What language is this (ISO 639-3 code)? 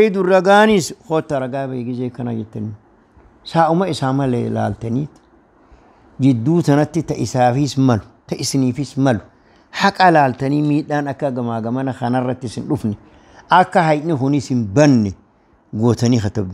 orm